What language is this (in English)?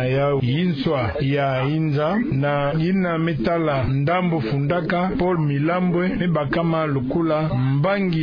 Kituba (Democratic Republic of Congo)